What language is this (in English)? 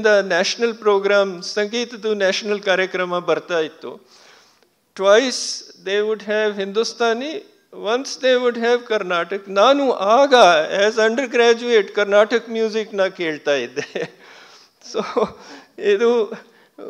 Kannada